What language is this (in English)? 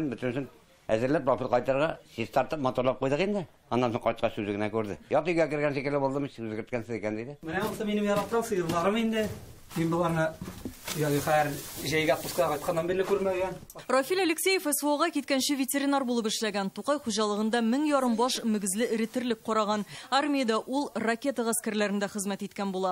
Tatar